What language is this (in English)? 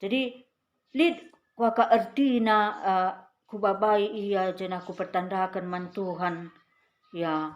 Batak Karo